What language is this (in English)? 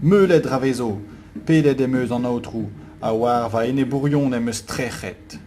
Breton